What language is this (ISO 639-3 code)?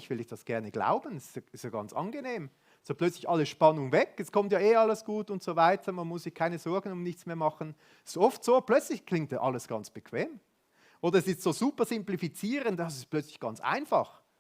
gsw